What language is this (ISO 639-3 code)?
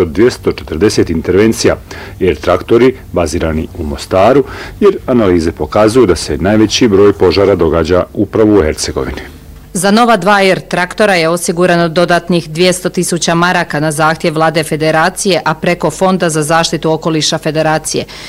bos